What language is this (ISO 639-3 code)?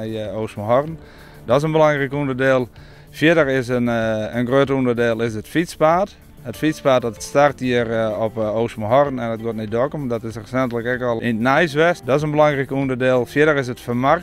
fry